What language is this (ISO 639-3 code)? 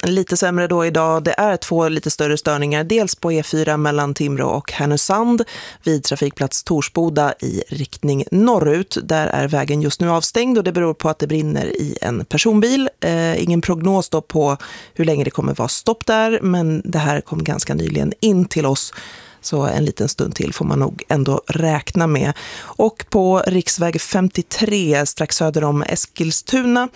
swe